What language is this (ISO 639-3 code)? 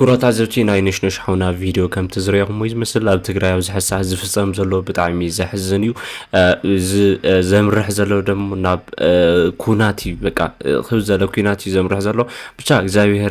tir